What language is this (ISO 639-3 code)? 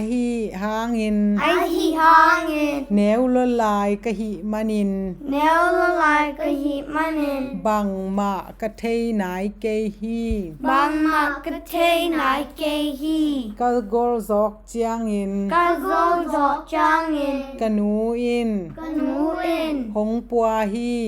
ctd